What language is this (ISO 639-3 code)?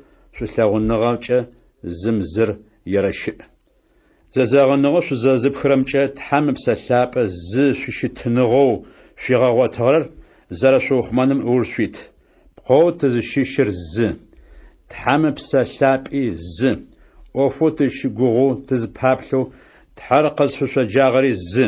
ady